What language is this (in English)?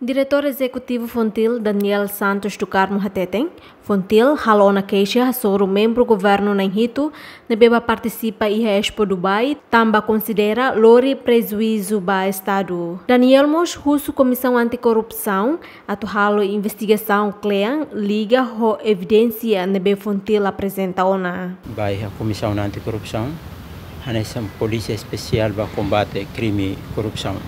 Tetum